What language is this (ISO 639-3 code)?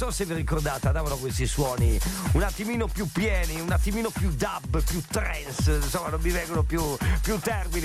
ita